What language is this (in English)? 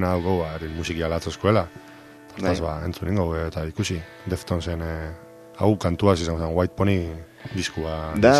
Basque